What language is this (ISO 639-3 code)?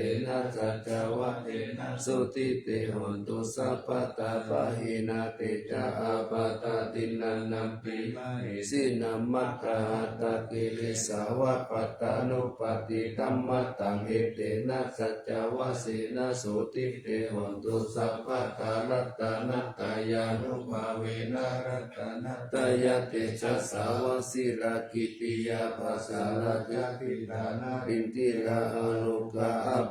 pli